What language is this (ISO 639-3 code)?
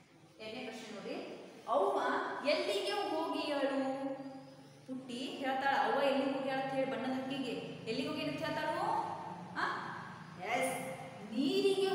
kan